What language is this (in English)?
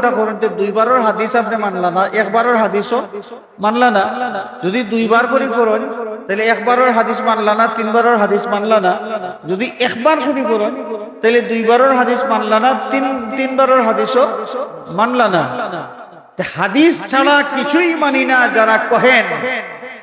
Sylheti